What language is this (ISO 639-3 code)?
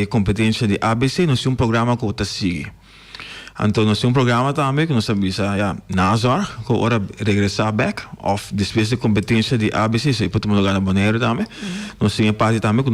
pap